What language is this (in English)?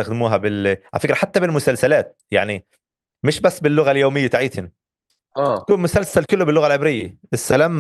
North Levantine Arabic